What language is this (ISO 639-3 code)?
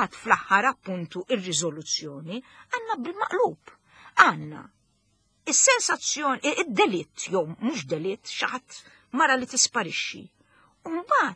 mlt